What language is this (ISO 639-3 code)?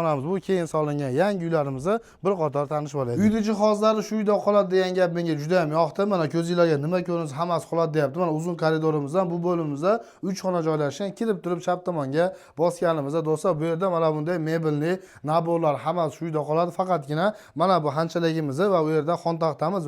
uzb